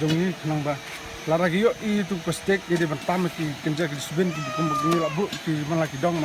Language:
Khasi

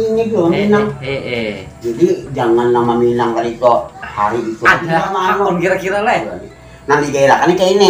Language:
Banjar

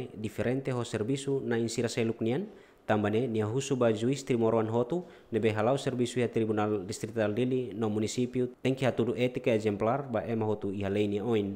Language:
Tetum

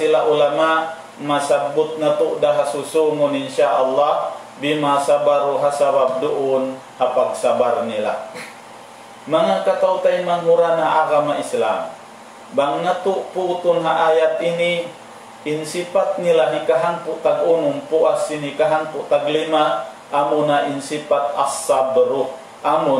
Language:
Tausug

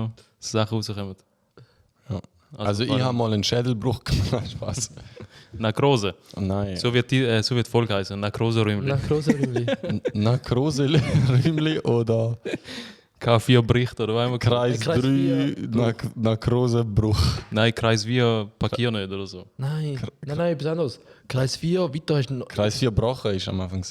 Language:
Swiss German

